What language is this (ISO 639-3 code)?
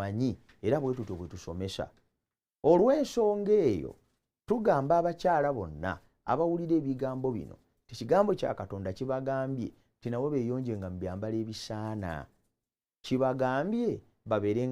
lug